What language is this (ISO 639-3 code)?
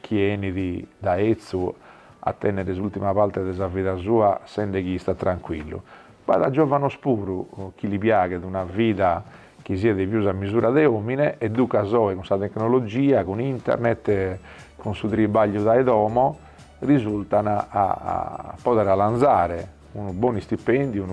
srd